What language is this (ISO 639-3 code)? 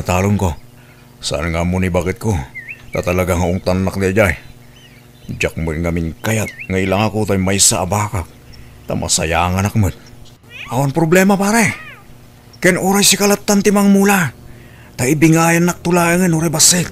ilo